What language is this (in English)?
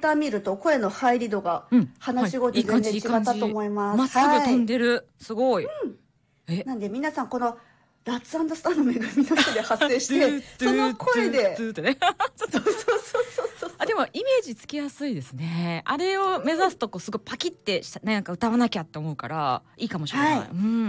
Japanese